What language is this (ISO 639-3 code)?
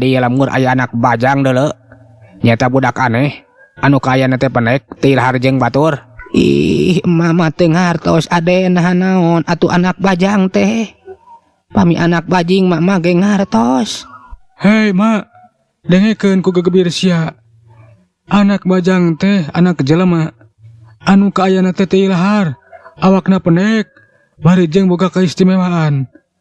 sun